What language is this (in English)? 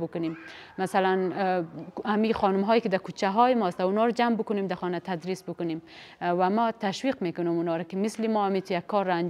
Persian